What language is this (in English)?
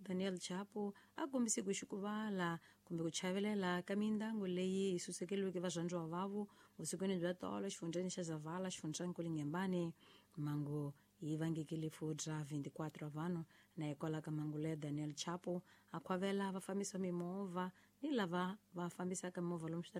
Tsonga